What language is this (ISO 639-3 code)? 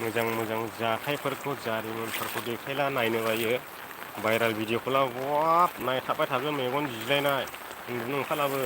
brx